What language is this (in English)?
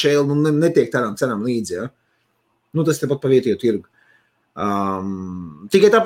Latvian